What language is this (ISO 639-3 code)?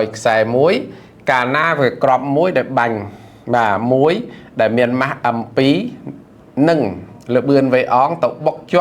khm